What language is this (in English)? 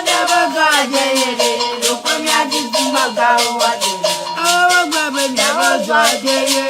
Ewe